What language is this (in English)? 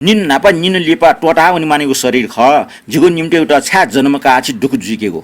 Newari